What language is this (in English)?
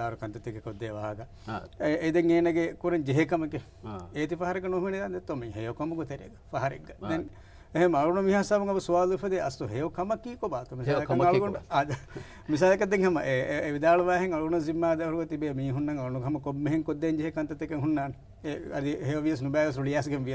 Divehi